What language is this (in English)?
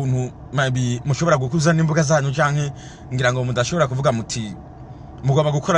Rundi